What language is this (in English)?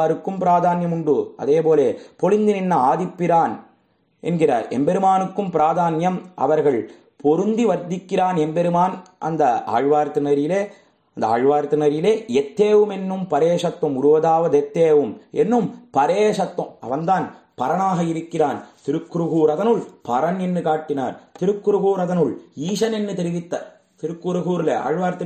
Tamil